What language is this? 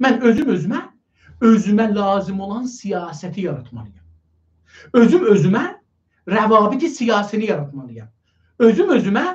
South Azerbaijani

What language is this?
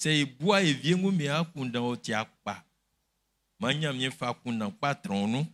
Baoulé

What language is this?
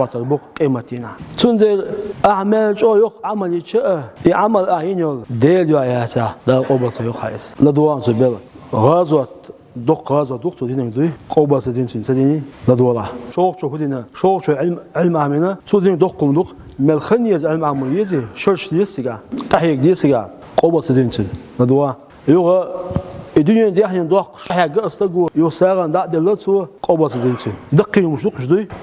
Chechen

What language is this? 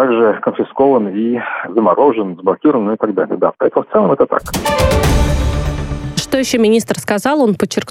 Russian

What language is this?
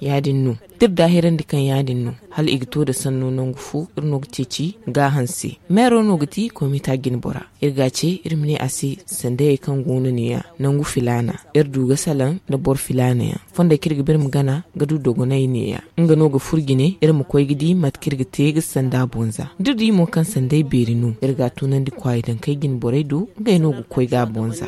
Zarma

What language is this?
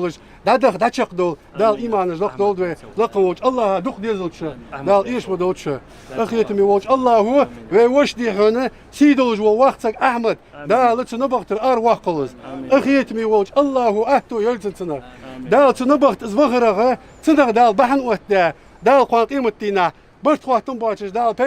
Ingush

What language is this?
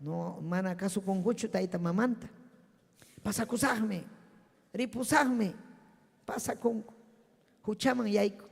Ayacucho Quechua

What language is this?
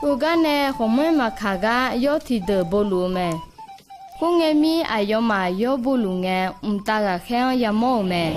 Akha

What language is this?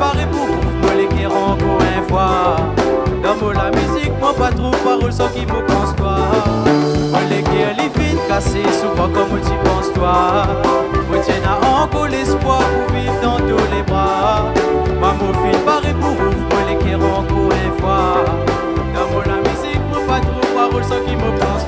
Réunion Creole French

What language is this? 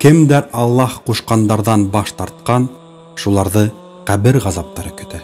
Bashkir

